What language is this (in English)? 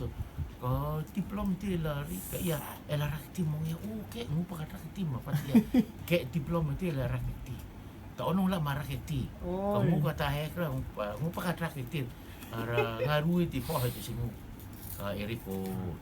Rotuman